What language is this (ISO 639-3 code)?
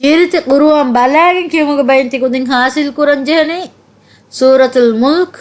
div